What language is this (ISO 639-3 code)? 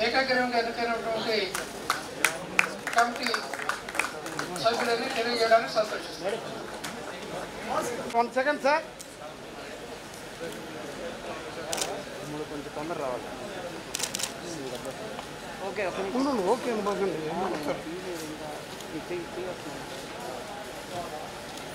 tel